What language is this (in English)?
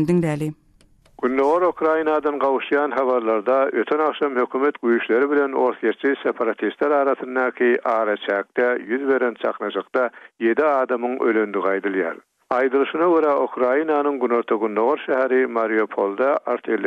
Turkmen